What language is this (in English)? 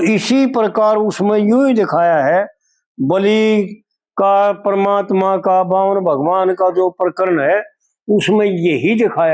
Haryanvi